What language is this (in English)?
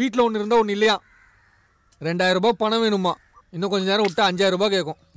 Tamil